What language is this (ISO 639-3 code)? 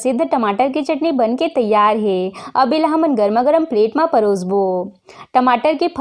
hne